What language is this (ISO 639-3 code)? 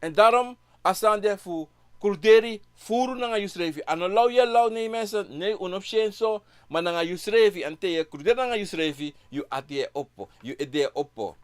srn